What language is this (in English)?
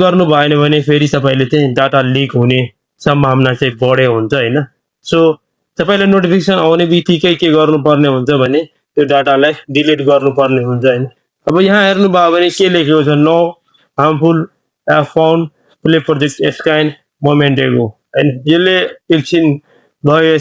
Nepali